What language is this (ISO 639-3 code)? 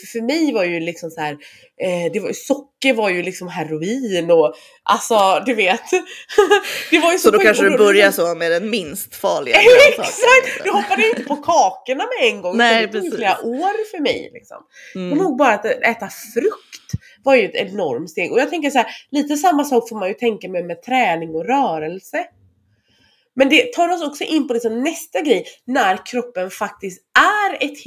swe